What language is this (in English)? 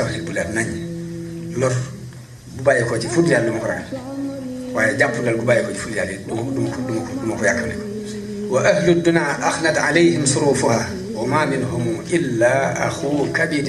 Wolof